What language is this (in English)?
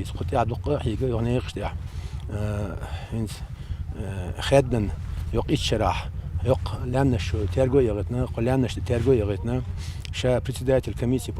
Chechen